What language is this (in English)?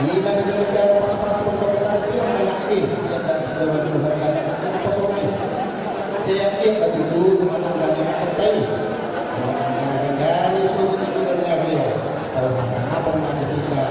Batak Toba